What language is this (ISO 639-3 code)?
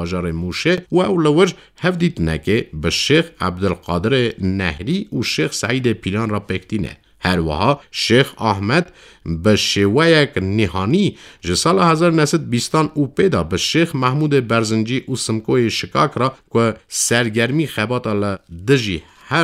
kur